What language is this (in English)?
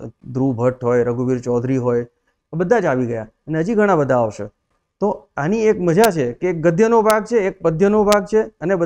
Gujarati